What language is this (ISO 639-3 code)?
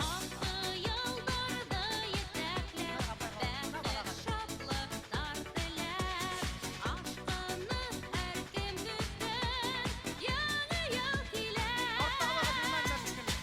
bak